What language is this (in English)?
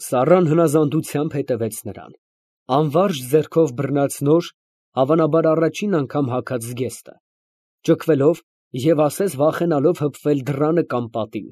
Armenian